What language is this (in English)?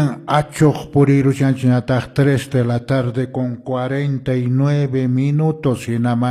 Quechua